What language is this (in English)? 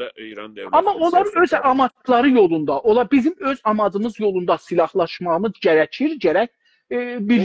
South Azerbaijani